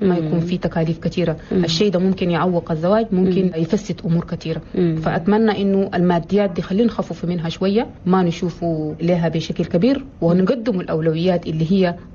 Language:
Chadian Arabic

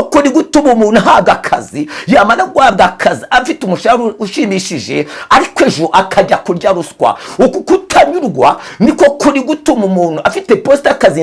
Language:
Kinyarwanda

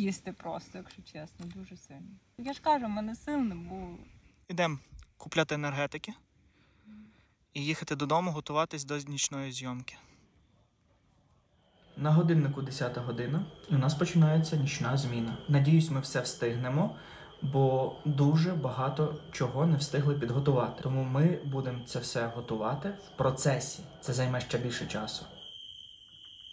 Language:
Ukrainian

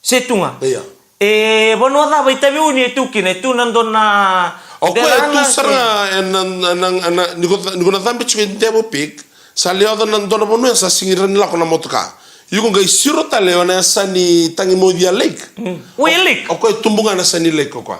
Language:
Fijian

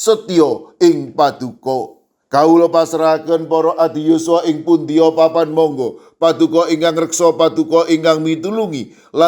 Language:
Javanese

